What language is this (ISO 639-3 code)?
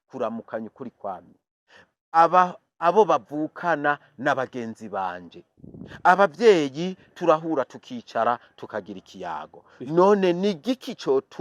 run